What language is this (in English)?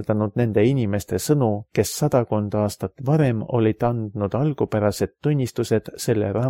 Estonian